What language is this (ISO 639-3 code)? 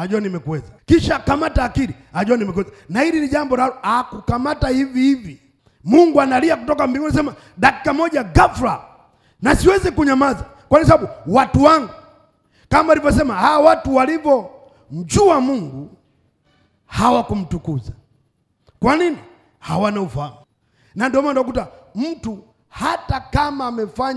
swa